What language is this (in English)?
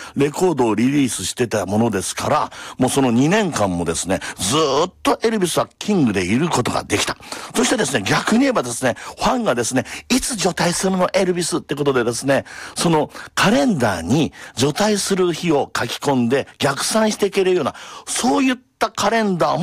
Japanese